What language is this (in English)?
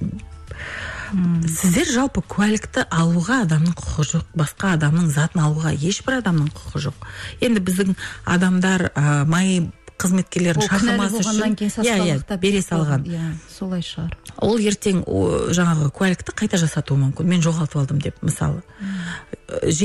Kazakh